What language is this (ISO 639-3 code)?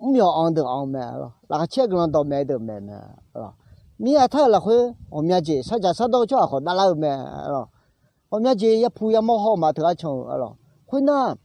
ahk